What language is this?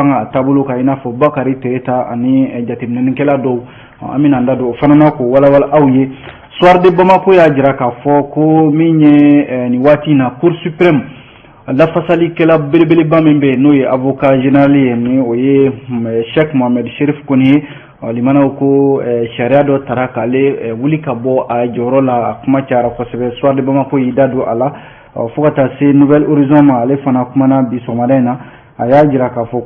Bambara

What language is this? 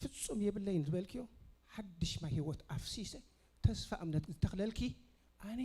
Tigrinya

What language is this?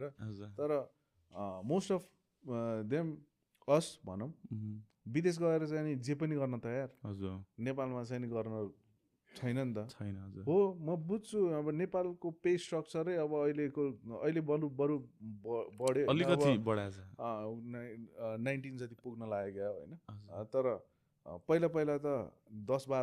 Nepali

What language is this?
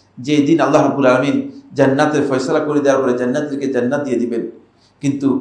Bangla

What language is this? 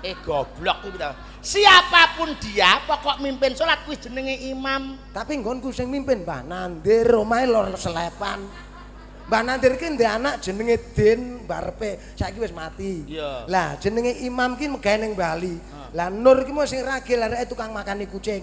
Javanese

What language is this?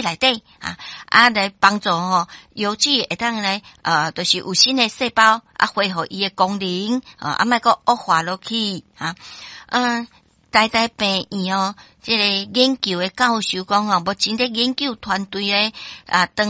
Min Nan Chinese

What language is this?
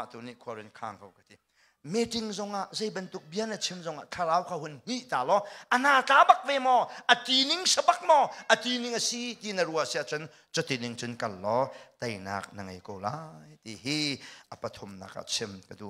Hakha Chin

